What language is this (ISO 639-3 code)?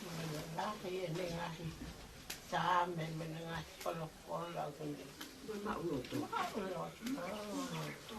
ton